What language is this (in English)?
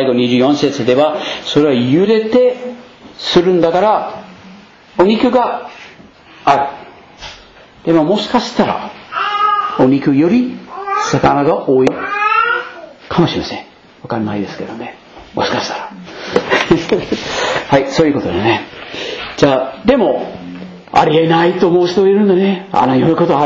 Japanese